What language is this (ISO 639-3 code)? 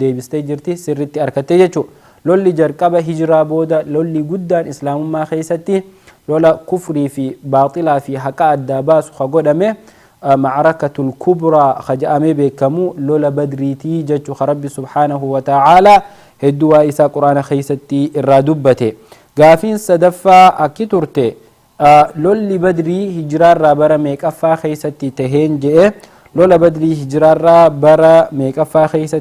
orm